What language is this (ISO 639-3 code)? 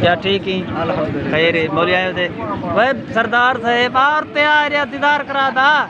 skr